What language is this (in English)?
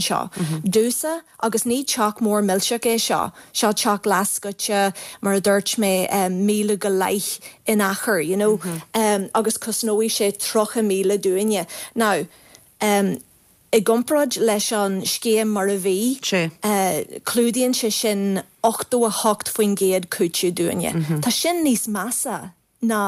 Irish